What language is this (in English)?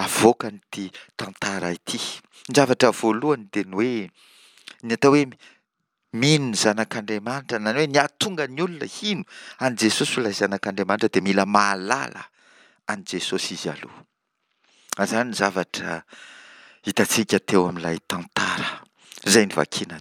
Malagasy